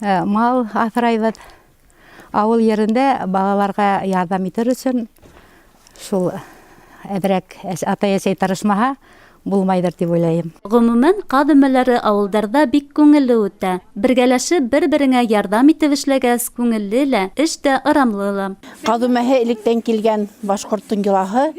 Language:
Bashkir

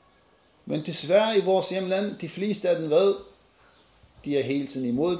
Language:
Danish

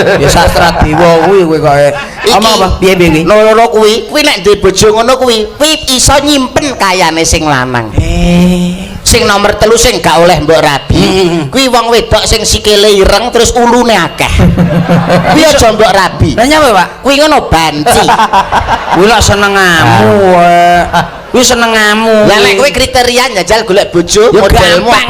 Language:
Javanese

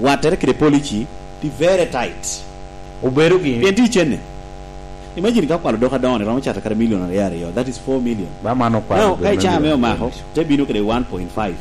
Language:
Lango (Uganda)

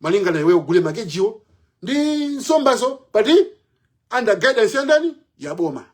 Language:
Nyanja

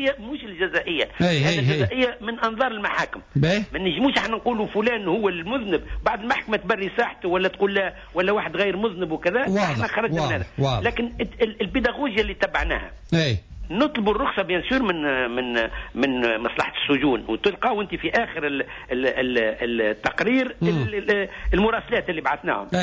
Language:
Tunisian Arabic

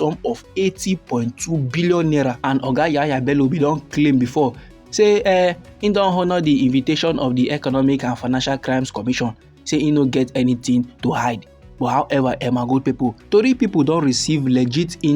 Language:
Nigerian Pidgin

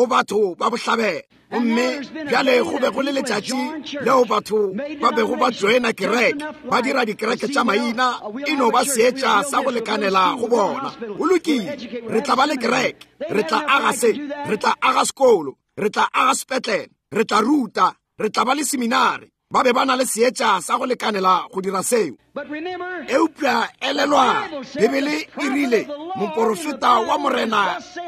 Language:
Northern Sotho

